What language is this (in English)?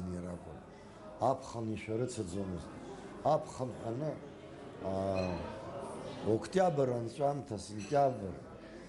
Abkhazian